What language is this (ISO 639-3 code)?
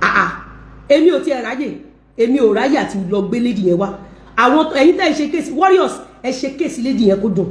yor